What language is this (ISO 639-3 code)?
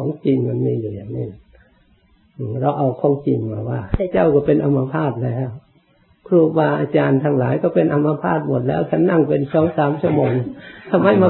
tha